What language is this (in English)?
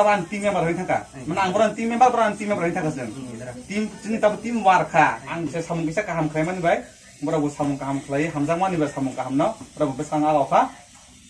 Kok Borok